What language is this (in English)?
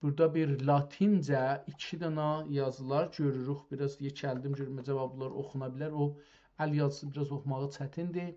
South Azerbaijani